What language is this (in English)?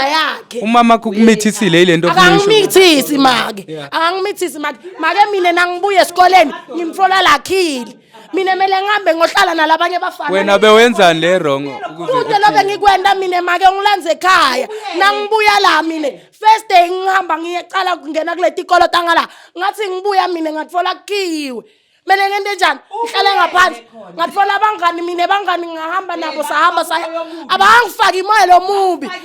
Zulu